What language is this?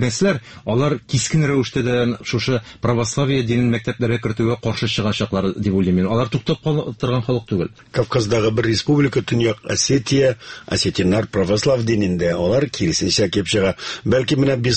Tatar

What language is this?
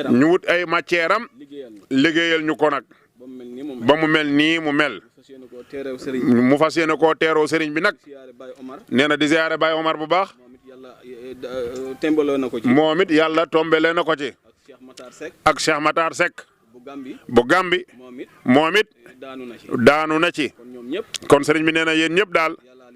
Wolof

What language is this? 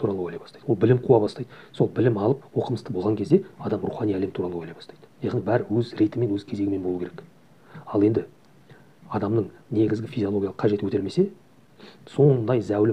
Kazakh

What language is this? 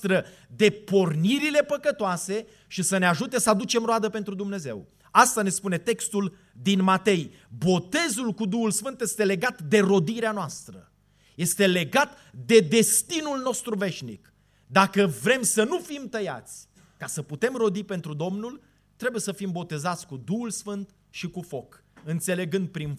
Romanian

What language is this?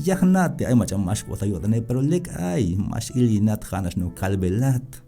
Tzeltal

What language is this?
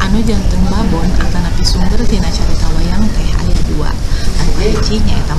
Sundanese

